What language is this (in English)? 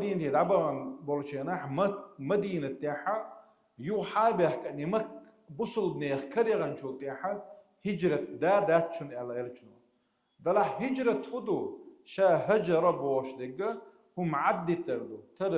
Chechen